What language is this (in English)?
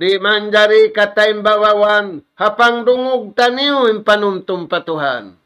Tausug